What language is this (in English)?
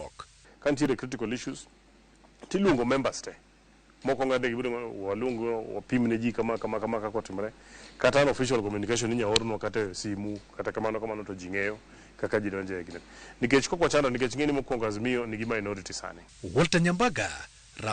Luo (Kenya and Tanzania)